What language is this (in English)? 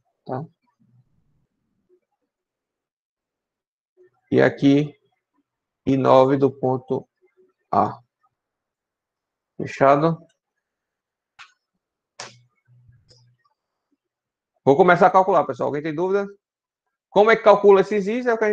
Portuguese